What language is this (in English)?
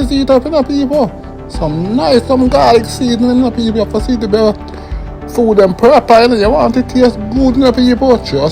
Jamaican Creole English